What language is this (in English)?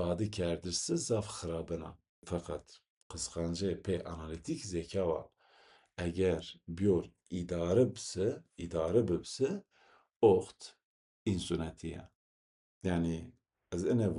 Zaza